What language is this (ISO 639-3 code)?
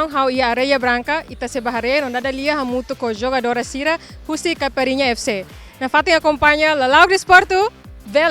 tet